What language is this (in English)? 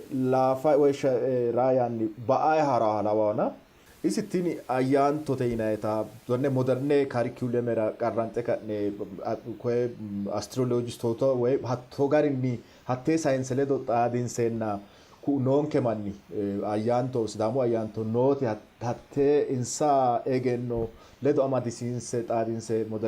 Sidamo